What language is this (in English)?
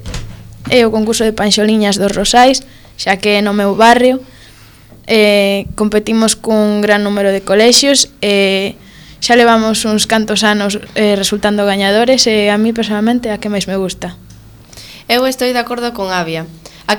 Galician